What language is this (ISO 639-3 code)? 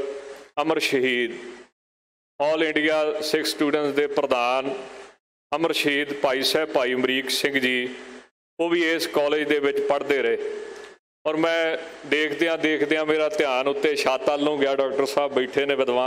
pan